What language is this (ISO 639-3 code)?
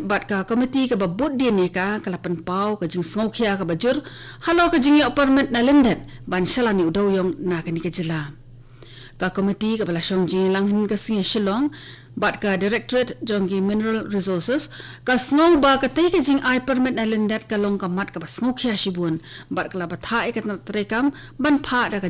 kha